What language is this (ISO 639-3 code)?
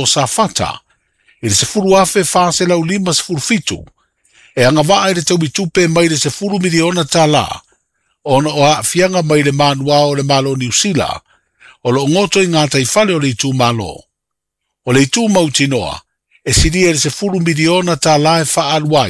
smo